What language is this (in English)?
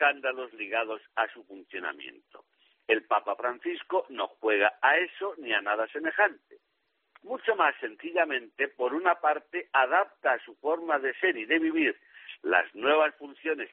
Spanish